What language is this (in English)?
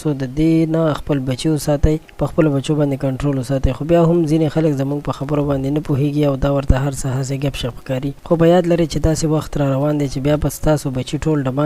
Pashto